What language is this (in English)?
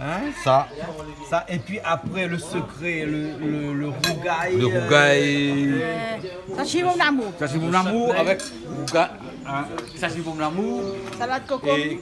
Réunion Creole French